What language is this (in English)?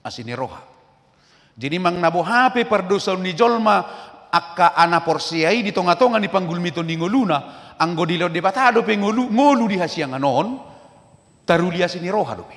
Batak Toba